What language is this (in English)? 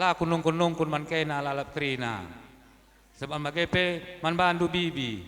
Batak Karo